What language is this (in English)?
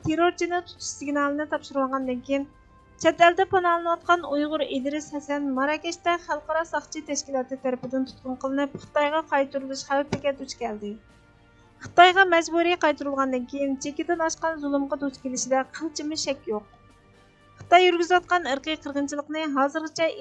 Uyghur